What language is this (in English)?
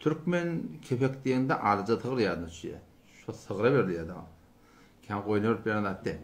Turkmen